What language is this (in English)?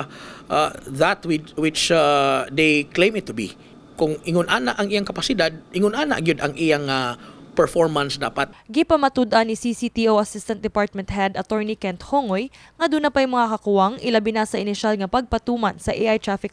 Cebuano